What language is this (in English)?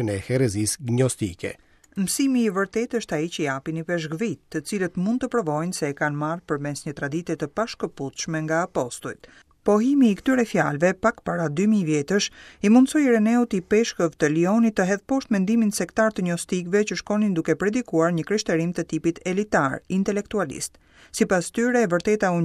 Albanian